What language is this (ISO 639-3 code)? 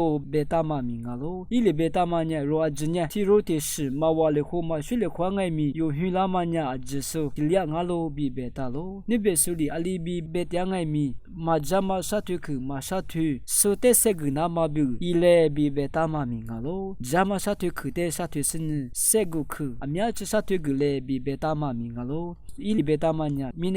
lis